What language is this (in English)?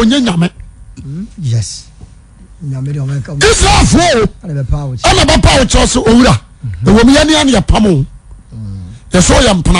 Akan